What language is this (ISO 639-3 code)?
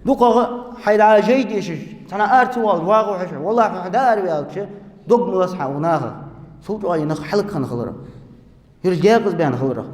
inh